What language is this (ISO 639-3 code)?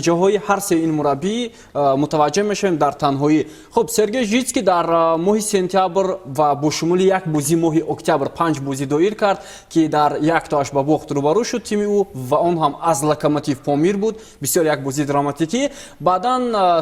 tgk